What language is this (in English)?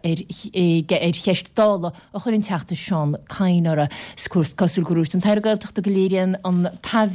Irish